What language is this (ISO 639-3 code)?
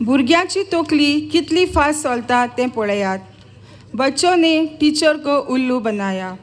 kok